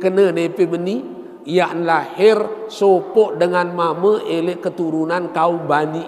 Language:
Sasak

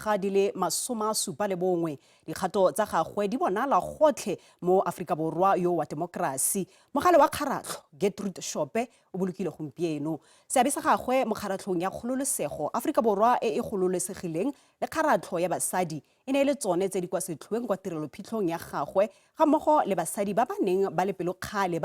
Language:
Tswana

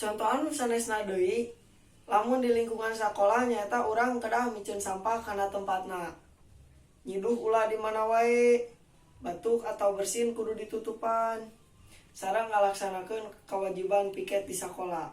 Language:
Sundanese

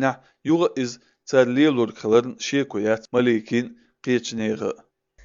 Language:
Chechen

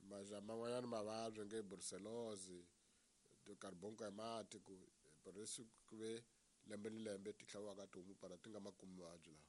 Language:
Tsonga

